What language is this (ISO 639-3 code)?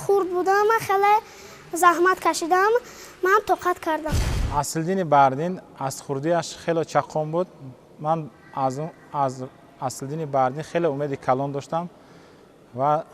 tgk